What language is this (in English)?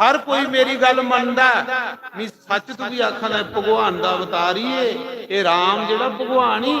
Dogri